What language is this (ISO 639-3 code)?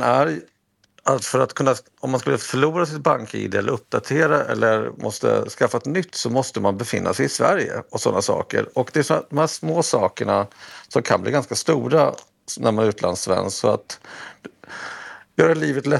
swe